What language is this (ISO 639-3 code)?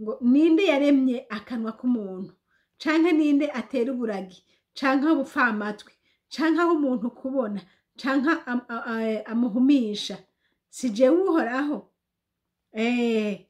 run